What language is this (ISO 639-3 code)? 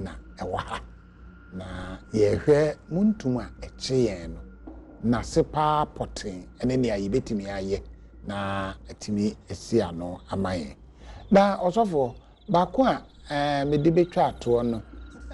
aka